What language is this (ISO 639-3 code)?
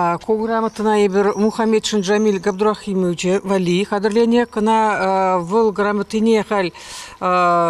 chv